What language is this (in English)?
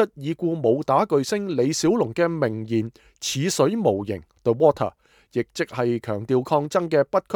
Cantonese